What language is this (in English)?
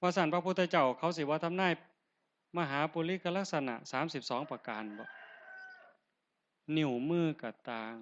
Northeastern Thai